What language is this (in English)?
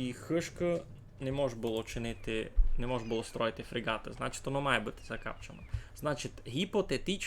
Rusyn